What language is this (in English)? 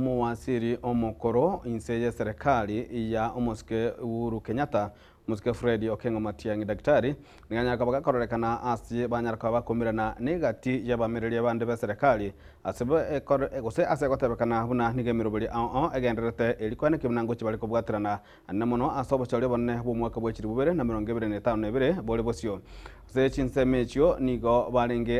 Gusii